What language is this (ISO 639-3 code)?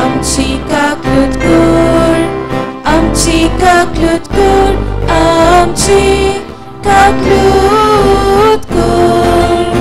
kok